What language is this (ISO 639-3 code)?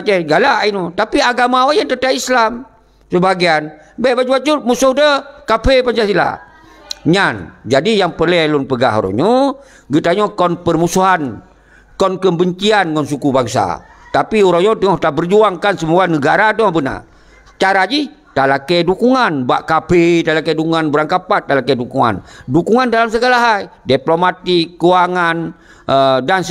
ace